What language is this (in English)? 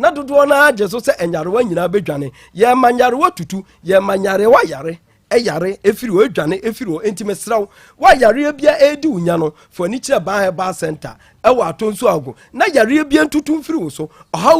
Akan